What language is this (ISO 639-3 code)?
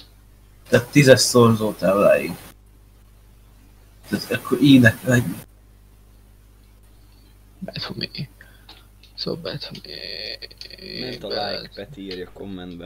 hun